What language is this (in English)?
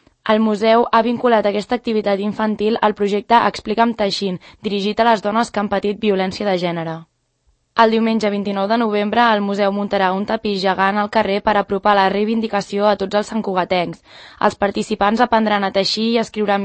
Catalan